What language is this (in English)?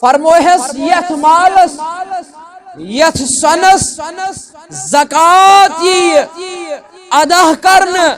Kashmiri